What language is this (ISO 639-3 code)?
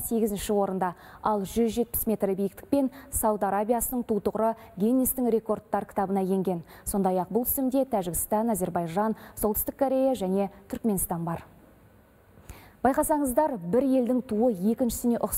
kaz